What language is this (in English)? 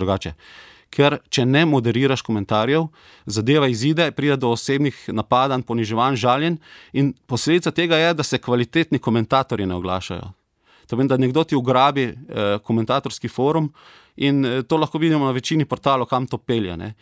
Slovenian